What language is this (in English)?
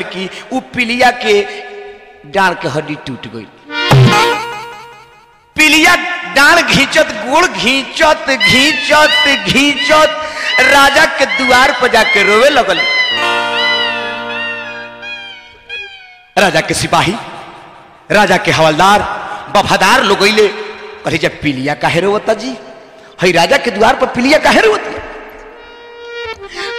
Bhojpuri